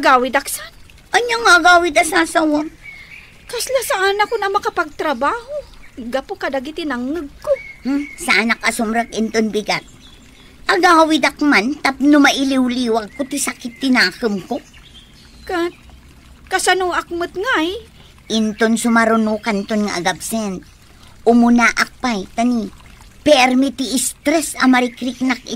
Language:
Iloko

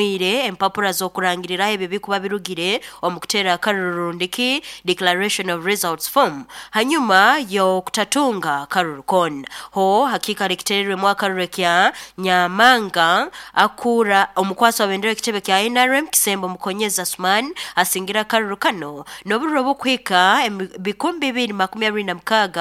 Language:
Nyoro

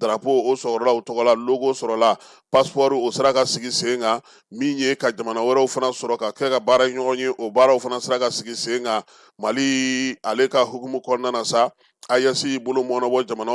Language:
Bambara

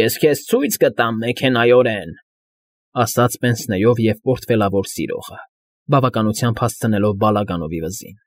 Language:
Armenian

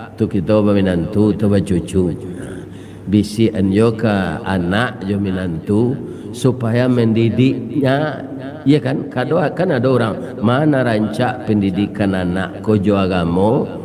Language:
Minangkabau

